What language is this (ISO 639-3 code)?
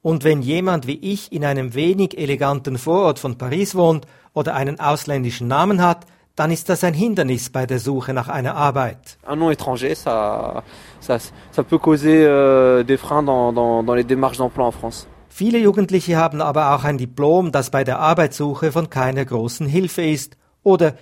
deu